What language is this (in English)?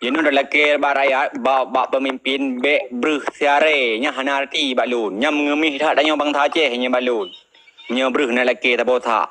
Achinese